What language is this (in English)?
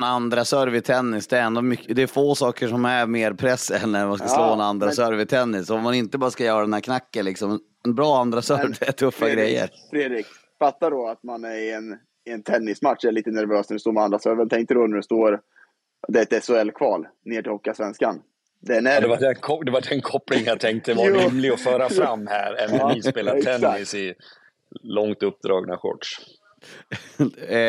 Swedish